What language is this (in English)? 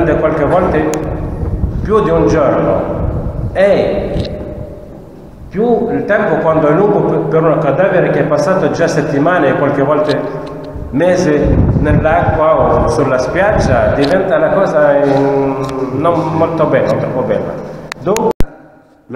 Italian